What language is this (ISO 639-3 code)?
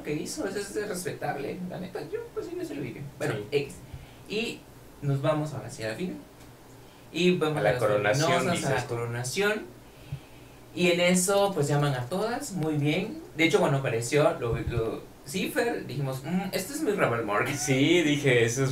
spa